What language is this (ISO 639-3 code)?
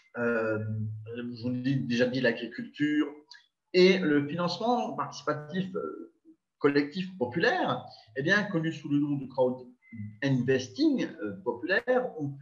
fra